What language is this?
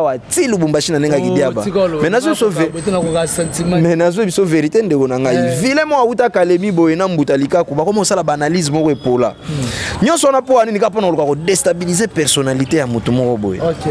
Lingala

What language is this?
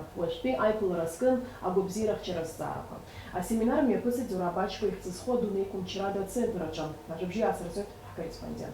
Abkhazian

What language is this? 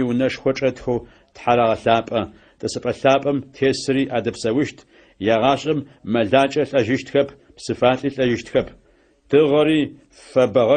Adyghe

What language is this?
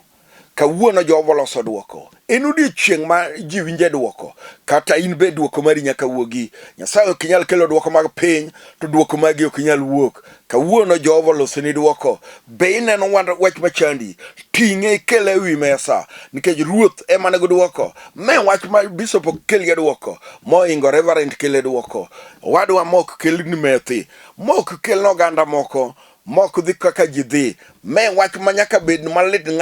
Luo (Kenya and Tanzania)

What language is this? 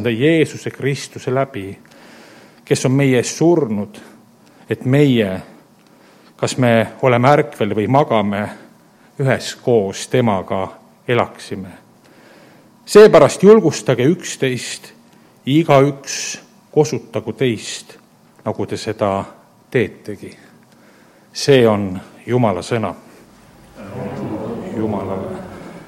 Estonian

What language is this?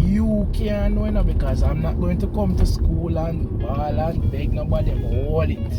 Jamaican Creole English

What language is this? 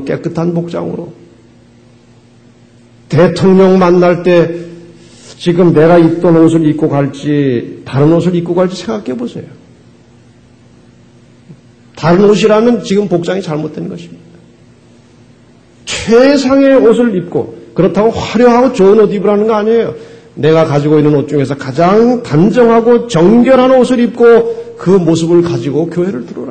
Korean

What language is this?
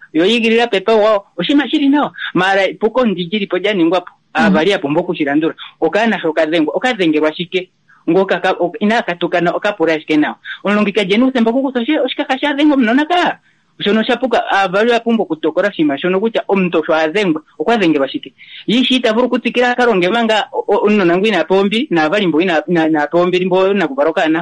Kuanyama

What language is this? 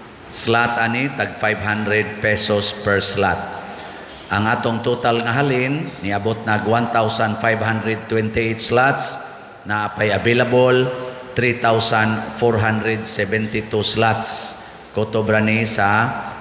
Cebuano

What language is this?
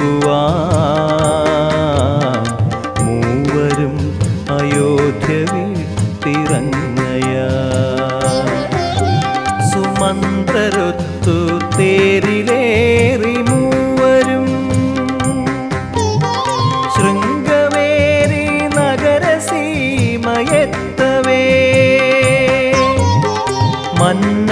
Malayalam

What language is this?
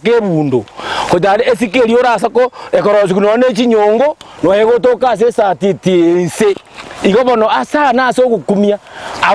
Gusii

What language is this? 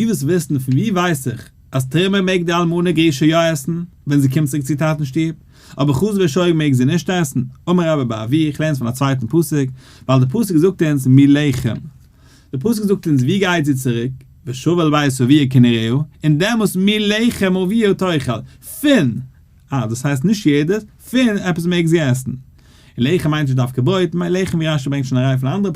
Yiddish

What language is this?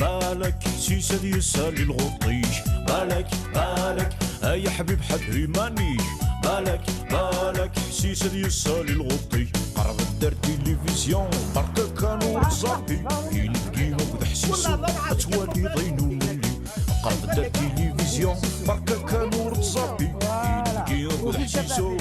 Algerian Arabic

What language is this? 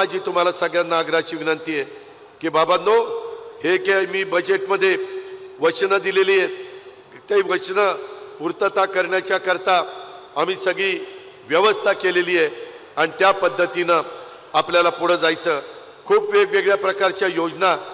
Marathi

